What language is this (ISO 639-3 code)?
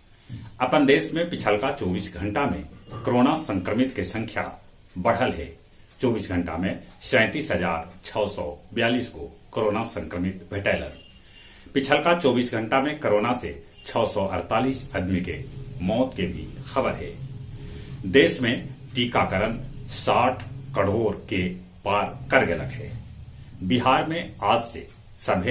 mag